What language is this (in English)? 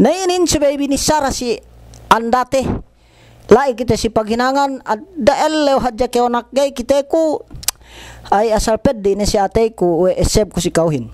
Yakan